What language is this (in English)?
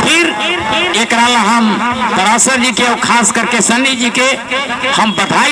Magahi